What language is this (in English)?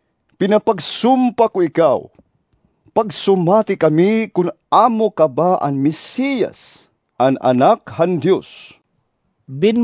Waray